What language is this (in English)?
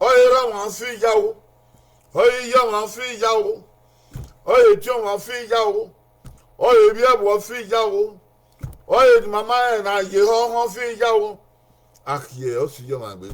Bini